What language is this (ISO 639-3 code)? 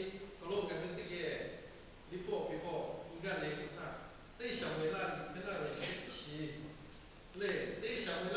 lhu